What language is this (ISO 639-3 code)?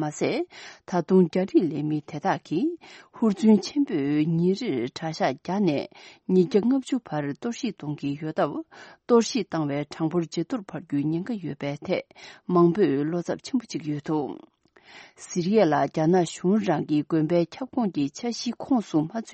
bod